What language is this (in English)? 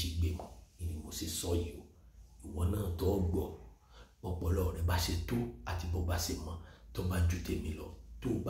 Yoruba